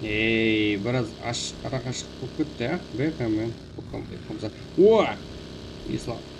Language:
Kara-Kalpak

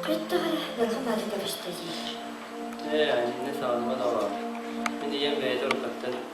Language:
Yakut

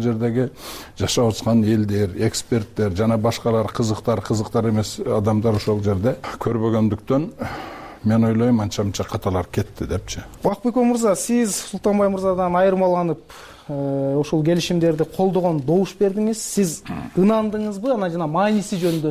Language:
Kyrgyz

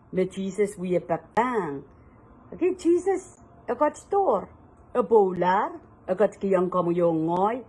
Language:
Pohnpeian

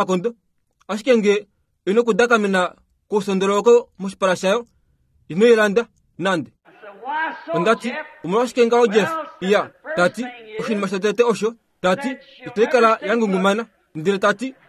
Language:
Kuanyama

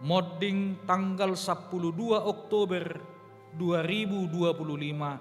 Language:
Batak Toba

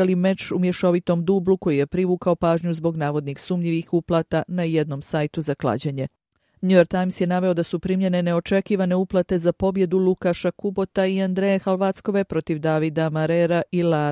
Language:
Bosnian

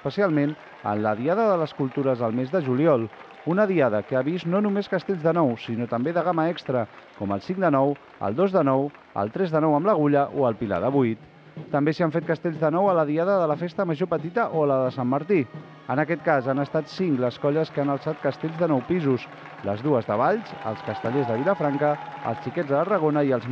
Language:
Catalan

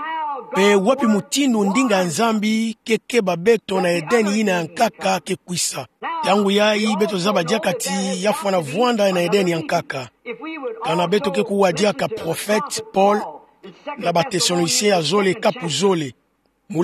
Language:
Kituba (Democratic Republic of Congo)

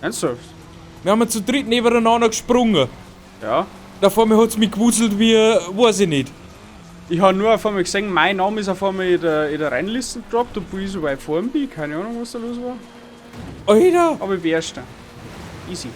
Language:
Bavarian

